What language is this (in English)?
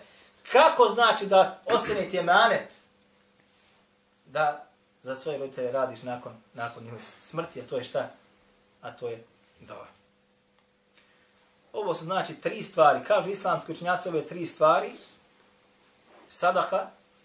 Bosnian